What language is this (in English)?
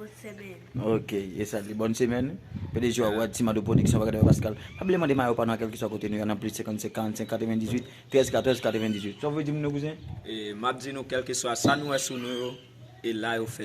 Haitian Creole